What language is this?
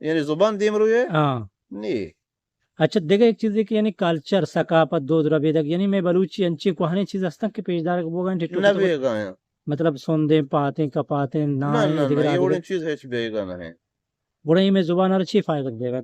Eastern Balochi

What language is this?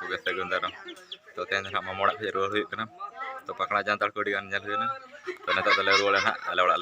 Santali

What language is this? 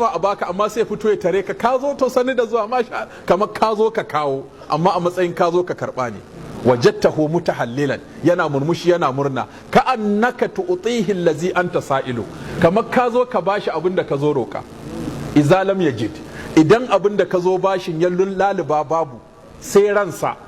Hausa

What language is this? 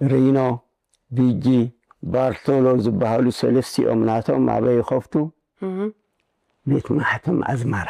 Tigrinya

